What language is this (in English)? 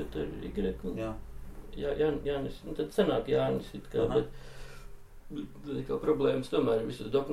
Latvian